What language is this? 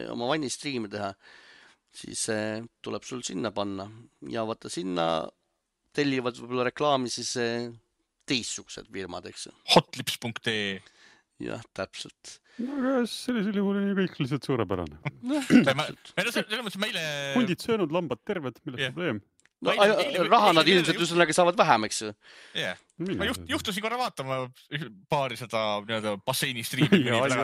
Estonian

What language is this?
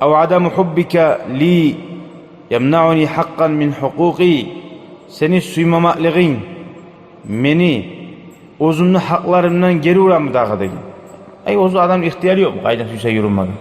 Kumyk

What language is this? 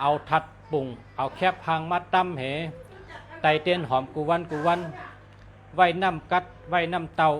Shan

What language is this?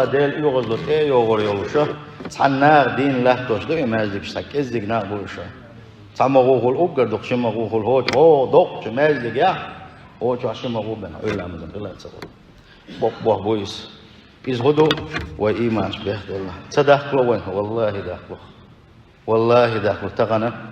Chechen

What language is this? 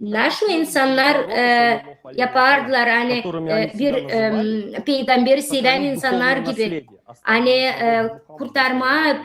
Gagauz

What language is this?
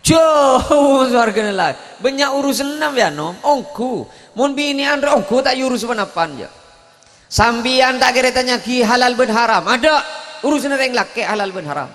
Madurese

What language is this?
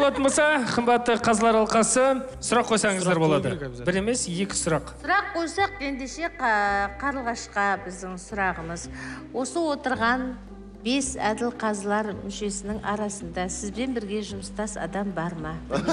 Kazakh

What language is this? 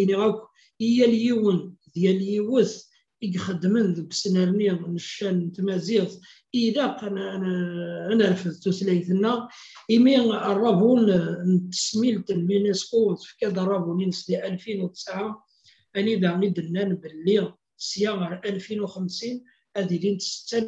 Kabyle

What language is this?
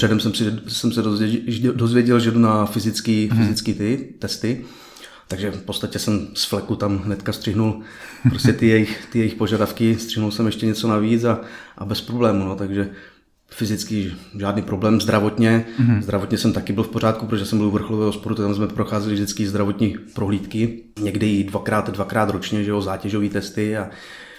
Czech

